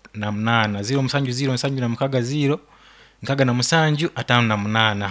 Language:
Nyoro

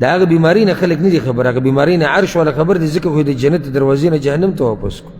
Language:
Pashto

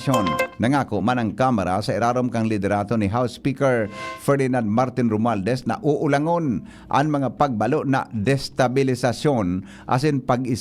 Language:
Bikol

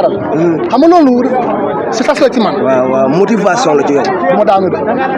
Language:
Wolof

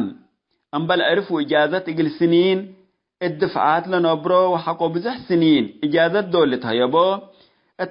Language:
Tigre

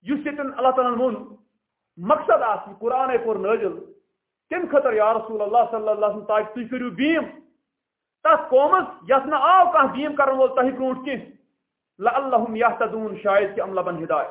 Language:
Kashmiri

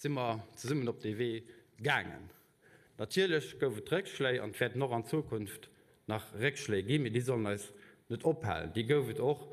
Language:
Luxembourgish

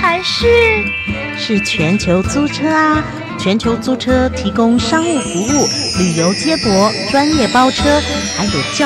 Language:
Chinese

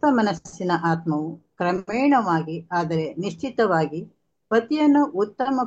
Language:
Kannada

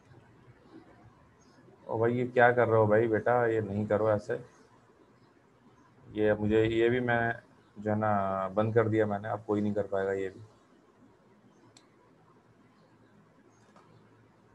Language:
Urdu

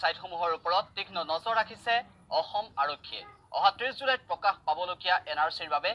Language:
Assamese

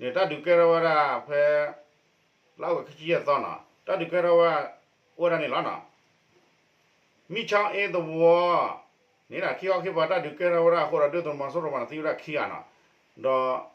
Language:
S'gaw Karen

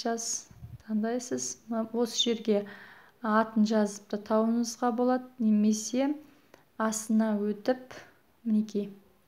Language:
Kazakh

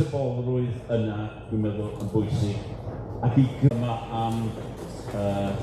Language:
Welsh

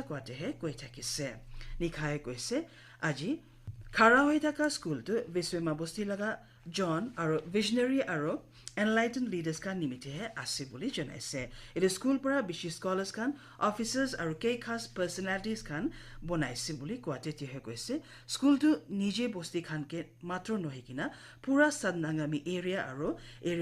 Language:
Naga Pidgin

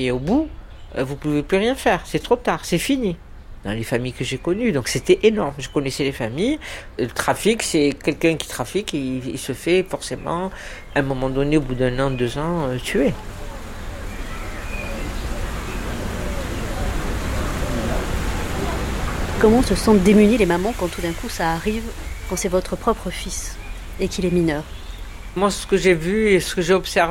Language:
French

